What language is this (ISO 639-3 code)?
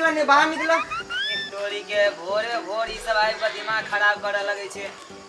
mai